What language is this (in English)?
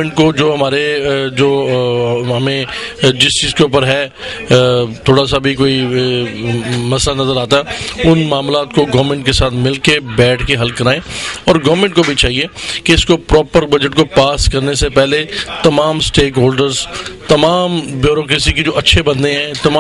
Urdu